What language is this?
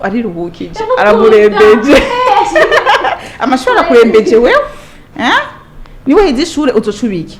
Rundi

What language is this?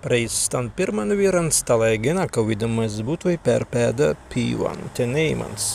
Prussian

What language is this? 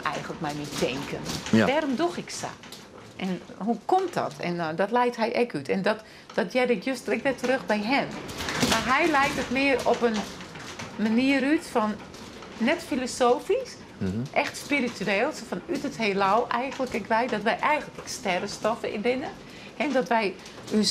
Western Frisian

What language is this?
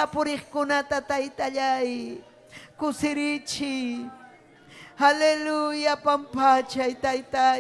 Ayacucho Quechua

